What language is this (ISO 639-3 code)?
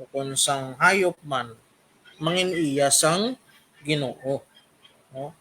hil